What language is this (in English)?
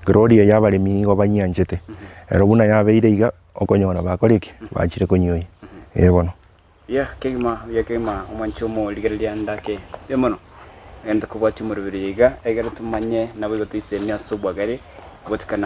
Gusii